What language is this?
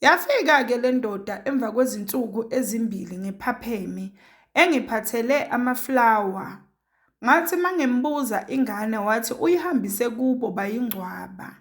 Zulu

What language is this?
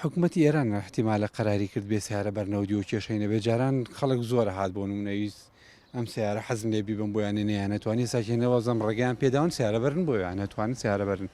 Central Kurdish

